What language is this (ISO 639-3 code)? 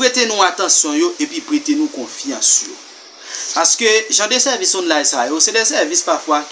hat